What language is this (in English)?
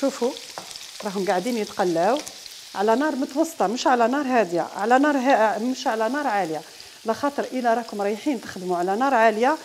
Algerian Arabic